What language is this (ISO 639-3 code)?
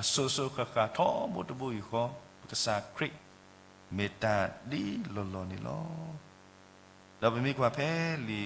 ksw